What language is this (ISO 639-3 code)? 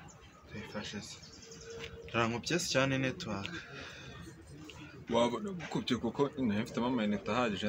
kin